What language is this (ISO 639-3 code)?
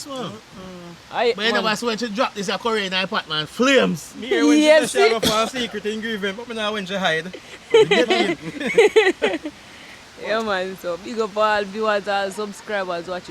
jam